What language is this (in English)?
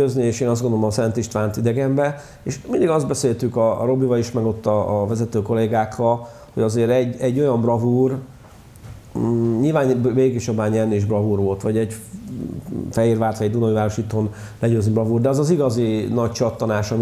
Hungarian